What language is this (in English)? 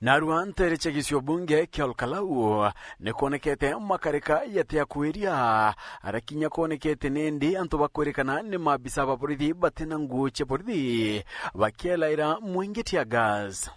Meru